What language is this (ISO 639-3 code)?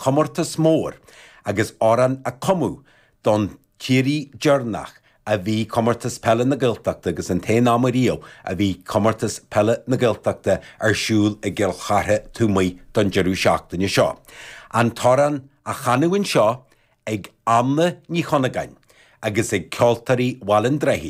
gle